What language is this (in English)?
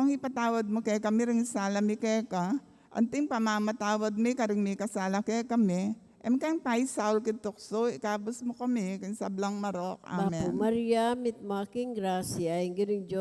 Pampanga